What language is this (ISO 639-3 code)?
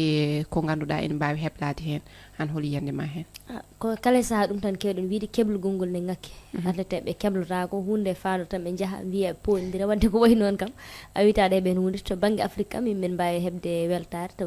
ful